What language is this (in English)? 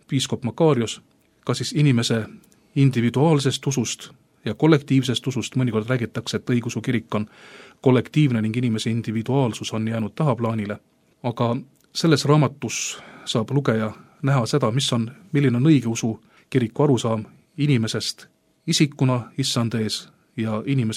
Estonian